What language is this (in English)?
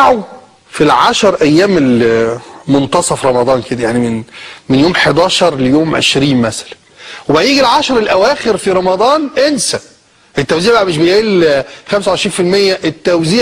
Egyptian Arabic